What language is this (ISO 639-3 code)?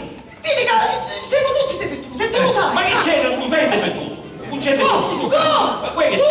scn